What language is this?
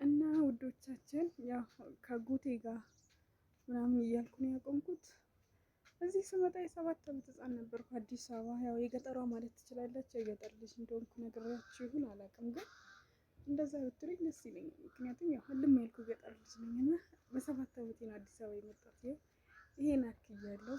Amharic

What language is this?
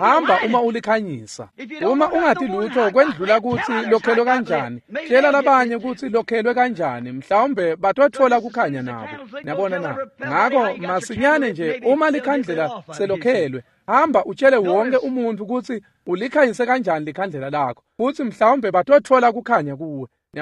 Swati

